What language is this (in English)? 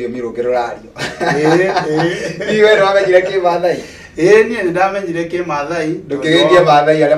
Kikuyu